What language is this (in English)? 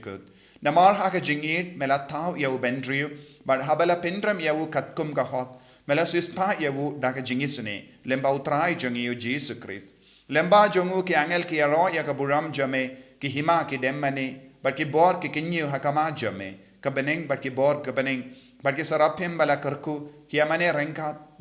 Khasi